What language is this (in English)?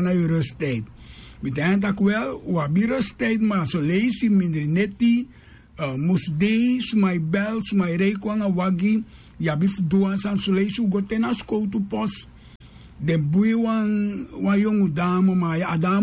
Sranan Tongo